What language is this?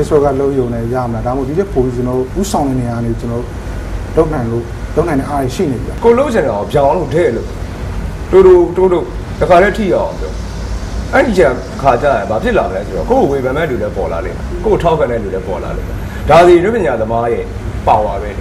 Burmese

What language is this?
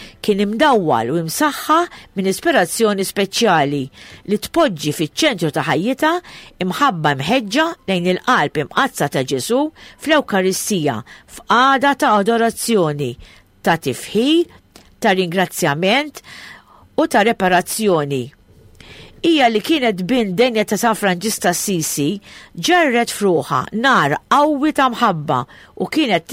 Maltese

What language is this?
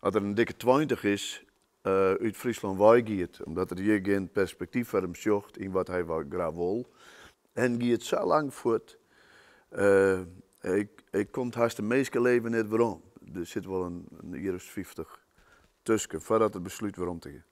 Western Frisian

